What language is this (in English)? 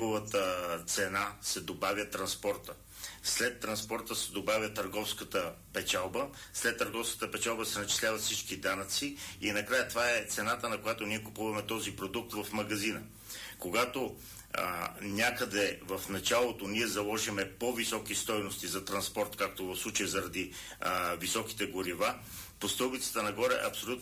Bulgarian